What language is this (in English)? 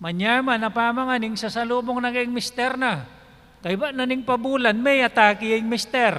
Pampanga